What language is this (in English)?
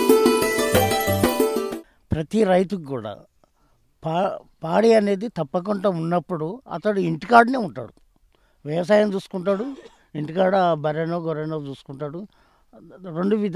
Telugu